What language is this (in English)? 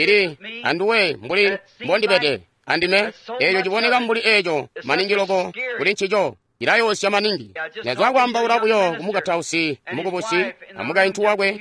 Tonga (Zambia)